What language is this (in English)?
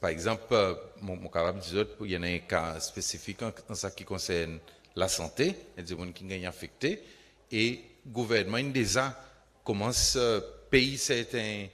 Seselwa Creole French